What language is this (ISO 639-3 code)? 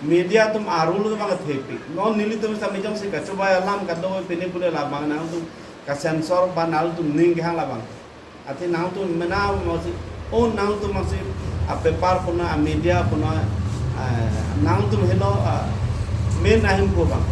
mjw